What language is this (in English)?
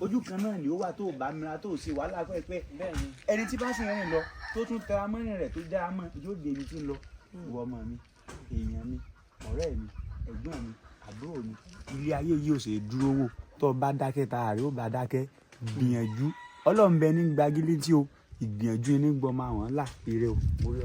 Yoruba